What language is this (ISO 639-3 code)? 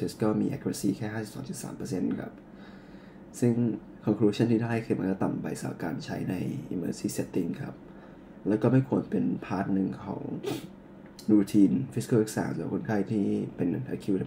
tha